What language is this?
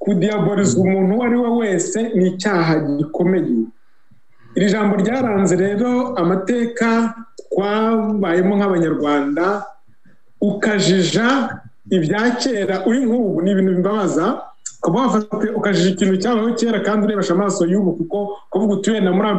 Kinyarwanda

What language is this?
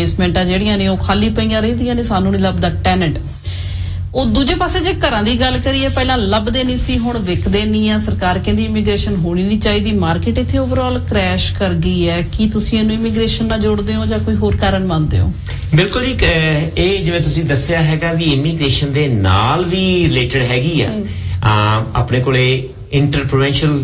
Punjabi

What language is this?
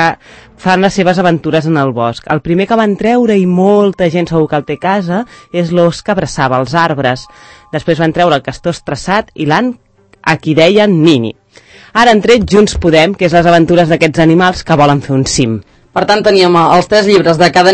Catalan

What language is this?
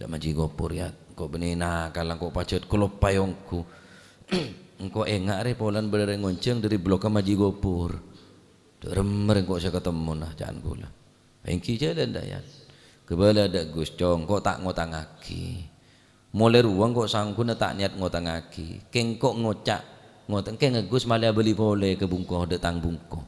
Madurese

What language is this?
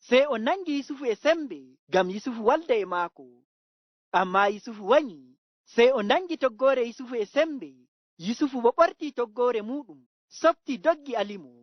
Fula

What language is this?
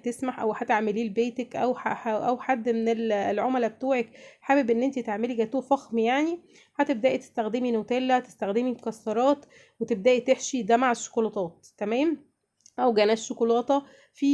Egyptian Arabic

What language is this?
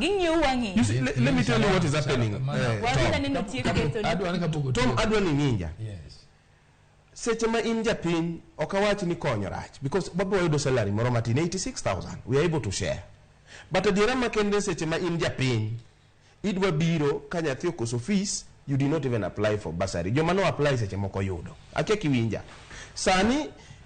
Luo (Kenya and Tanzania)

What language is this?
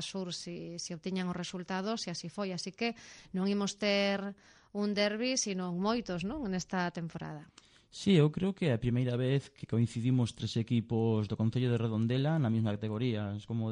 Galician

